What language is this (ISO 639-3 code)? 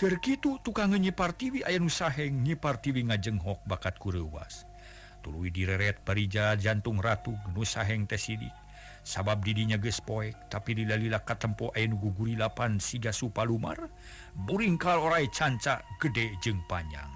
sun